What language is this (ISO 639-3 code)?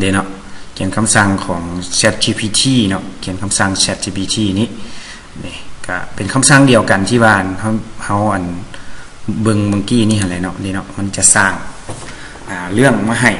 lao